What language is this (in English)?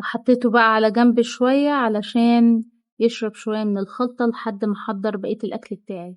Egyptian Arabic